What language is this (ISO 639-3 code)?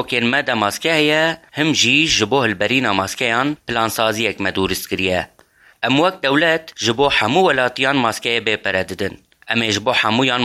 kur